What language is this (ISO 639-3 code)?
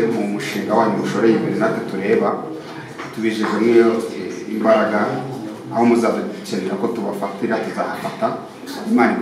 kin